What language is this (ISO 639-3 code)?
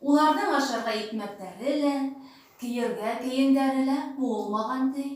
bak